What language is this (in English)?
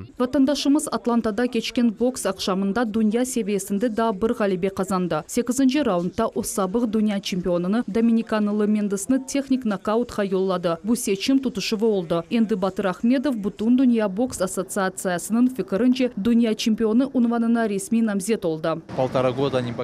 Crimean Tatar